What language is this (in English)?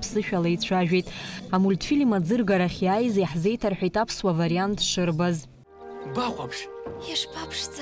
Abkhazian